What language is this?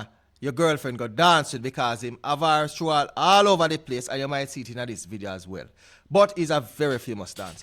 Jamaican Creole English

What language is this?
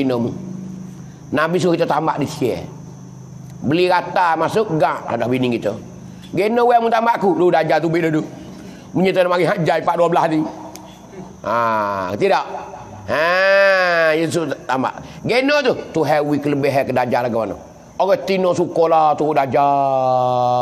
Pattani Malay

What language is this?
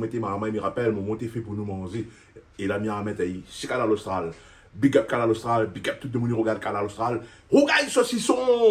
Réunion Creole French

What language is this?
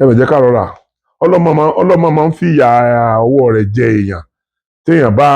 Yoruba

